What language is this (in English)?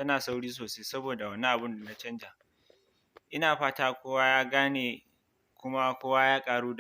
Hausa